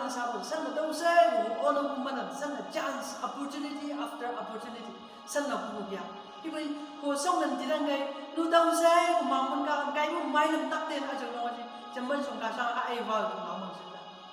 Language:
Chang Naga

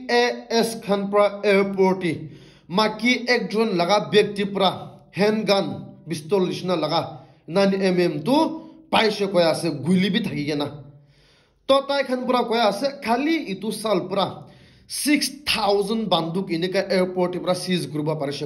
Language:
Naga Pidgin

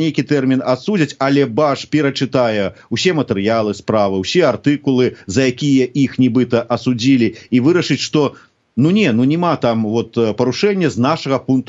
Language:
Belarusian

